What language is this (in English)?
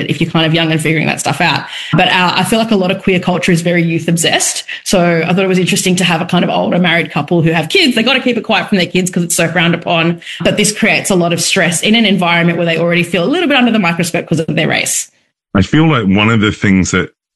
English